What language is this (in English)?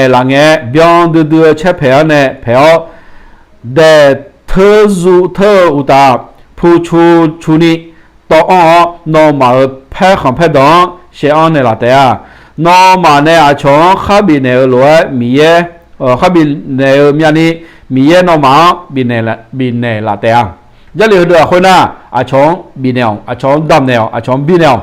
Akha